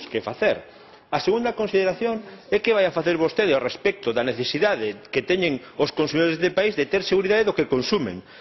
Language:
Galician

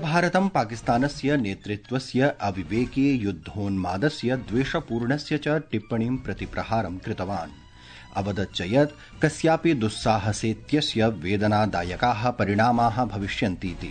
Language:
Sanskrit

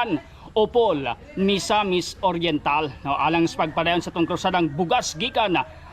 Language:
Cebuano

